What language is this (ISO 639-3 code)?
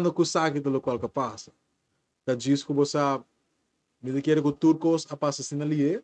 pap